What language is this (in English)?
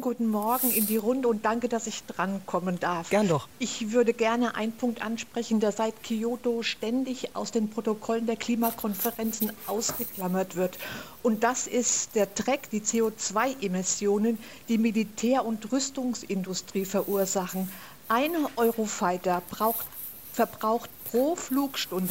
German